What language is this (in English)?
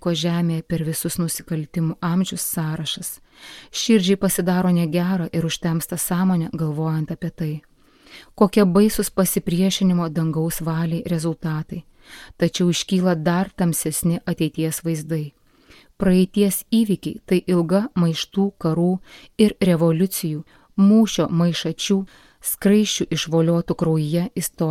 Lithuanian